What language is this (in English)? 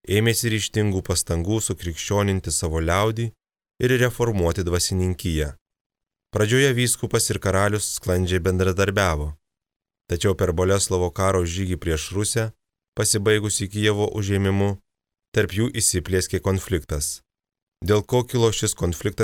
Lithuanian